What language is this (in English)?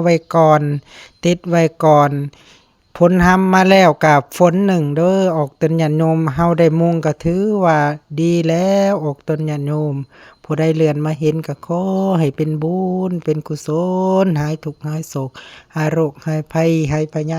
Lao